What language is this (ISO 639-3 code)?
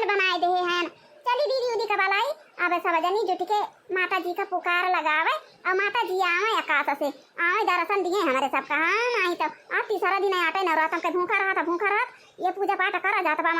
awa